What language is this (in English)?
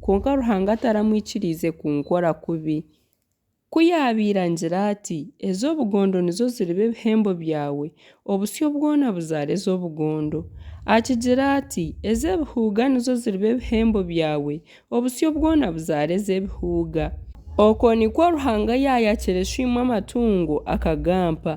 Nyankole